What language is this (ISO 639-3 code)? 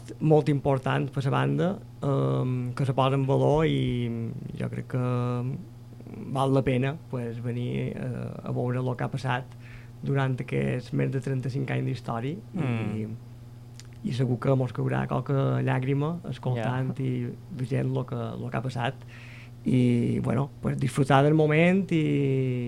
cat